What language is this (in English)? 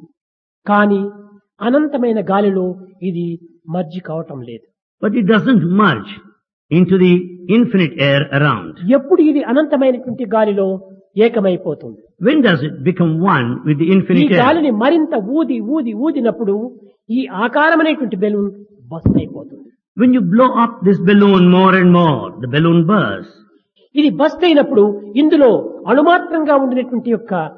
Telugu